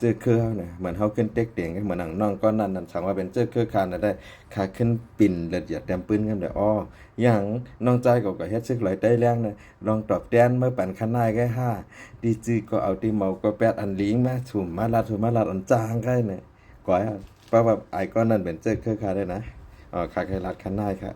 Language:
Shan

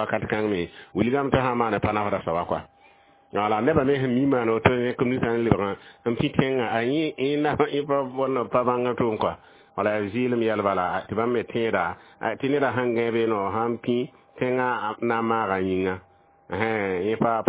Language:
Mossi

